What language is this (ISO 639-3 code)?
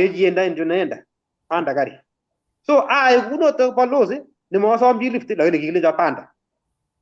kln